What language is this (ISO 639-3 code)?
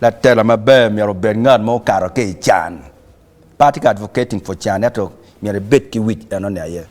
ach